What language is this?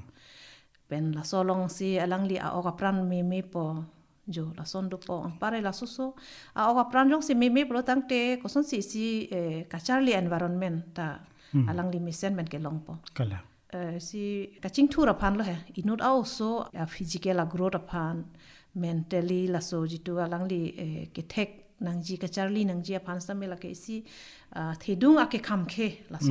Karbi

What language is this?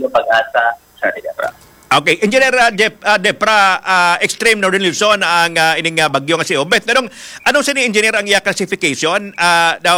Hiligaynon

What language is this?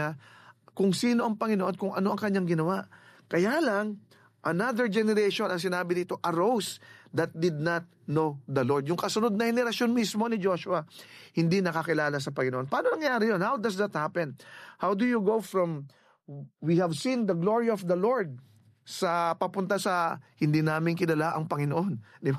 Filipino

